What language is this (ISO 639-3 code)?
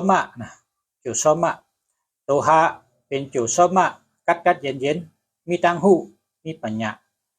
shn